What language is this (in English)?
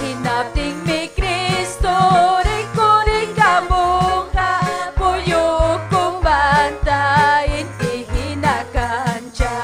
Ayacucho Quechua